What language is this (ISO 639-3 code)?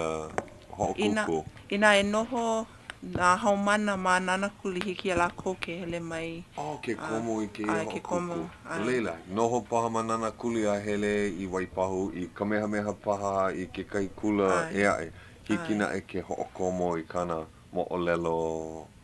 haw